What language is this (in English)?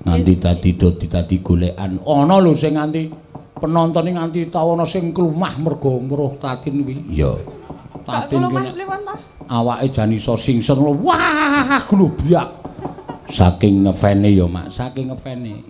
Javanese